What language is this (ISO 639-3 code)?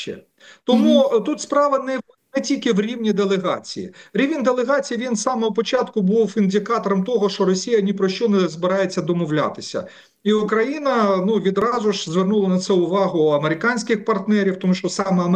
ukr